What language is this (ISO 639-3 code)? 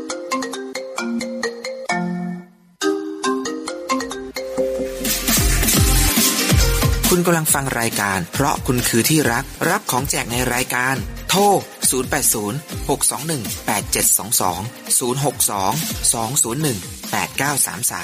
tha